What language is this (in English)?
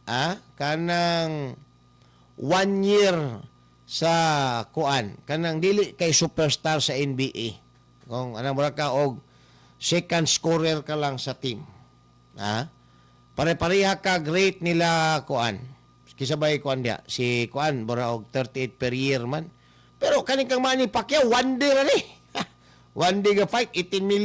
Cebuano